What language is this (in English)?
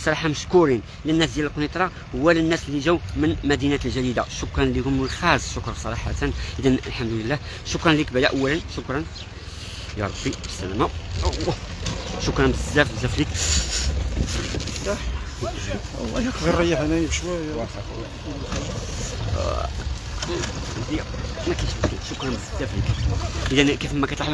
Moroccan Arabic